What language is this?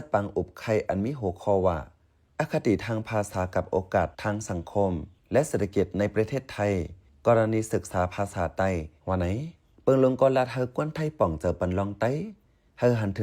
Shan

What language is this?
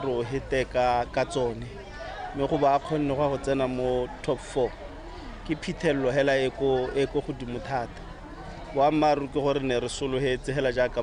Tswana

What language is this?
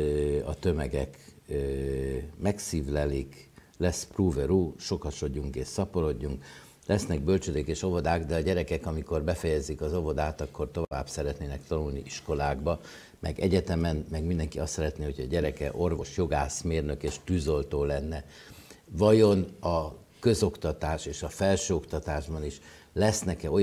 Hungarian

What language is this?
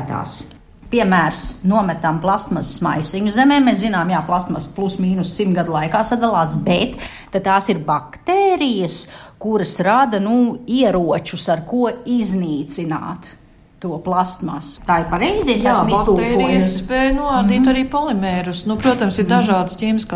Latvian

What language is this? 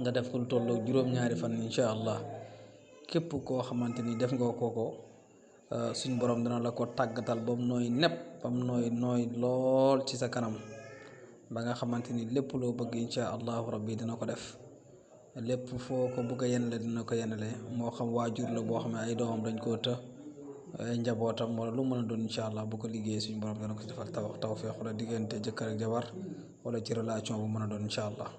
Wolof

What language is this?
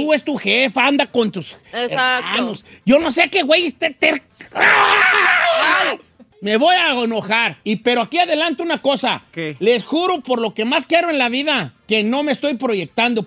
Spanish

